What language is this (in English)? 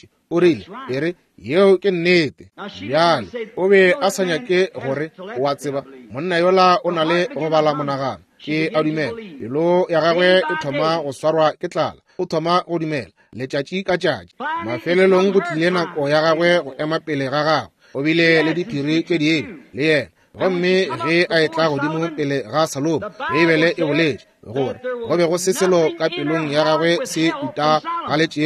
Northern Sotho